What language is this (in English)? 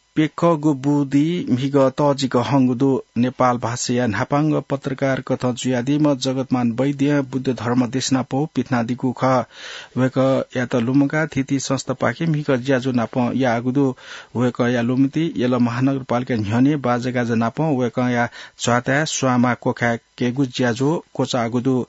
Newari